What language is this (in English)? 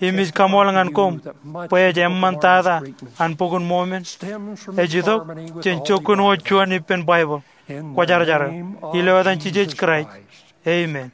Marshallese